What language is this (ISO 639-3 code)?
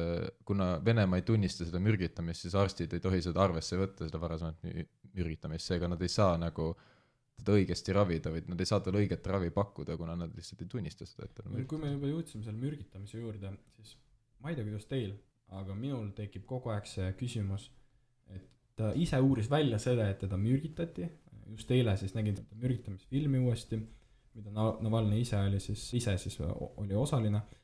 est